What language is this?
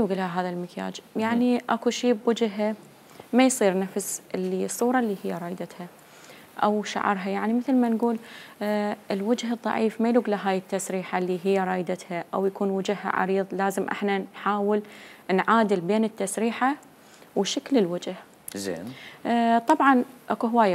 Mesopotamian Arabic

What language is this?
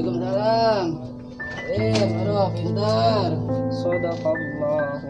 Betawi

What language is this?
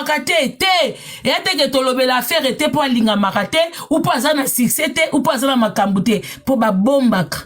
Lingala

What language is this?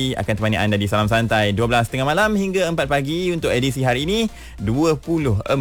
Malay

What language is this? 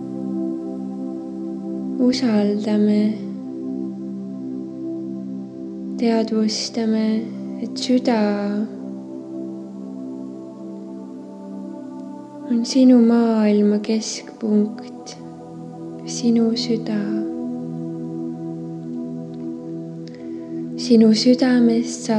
Estonian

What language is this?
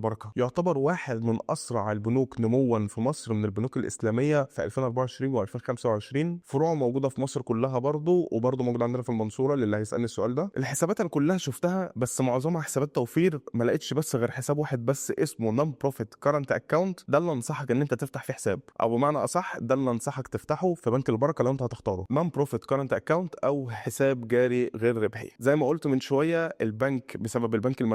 Egyptian Arabic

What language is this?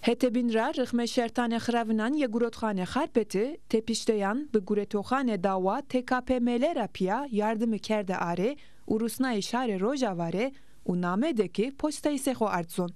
Zaza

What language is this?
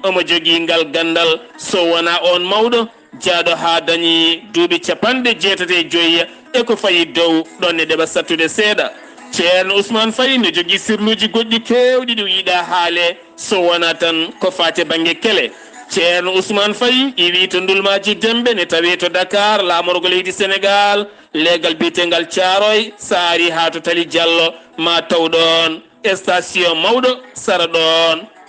Fula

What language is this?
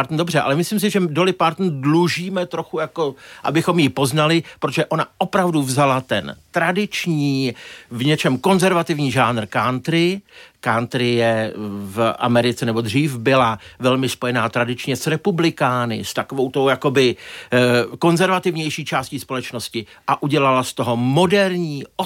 Czech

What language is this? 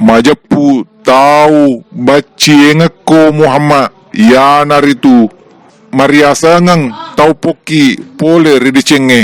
Buginese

